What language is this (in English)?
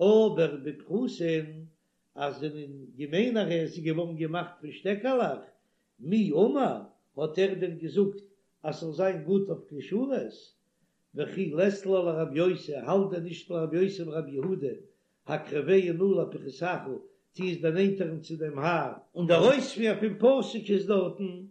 Yiddish